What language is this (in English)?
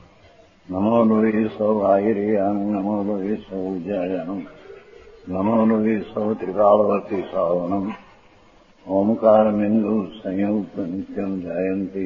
Gujarati